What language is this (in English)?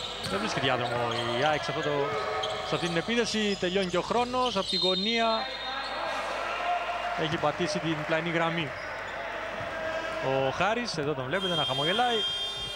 Greek